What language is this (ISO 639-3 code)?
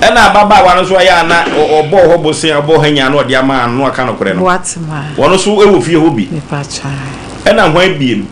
aka